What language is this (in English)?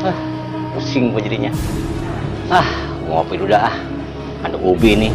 Betawi